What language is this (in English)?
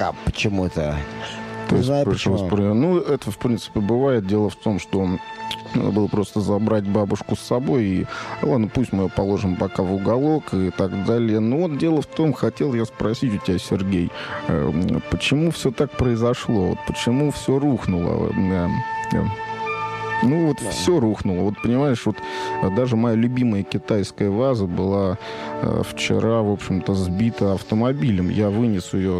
Russian